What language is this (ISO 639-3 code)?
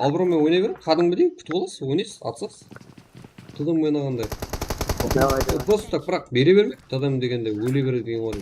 kaa